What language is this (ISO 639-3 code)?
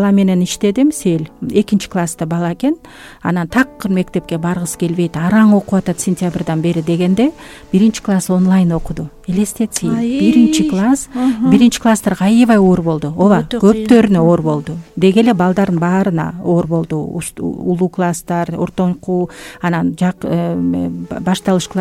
kir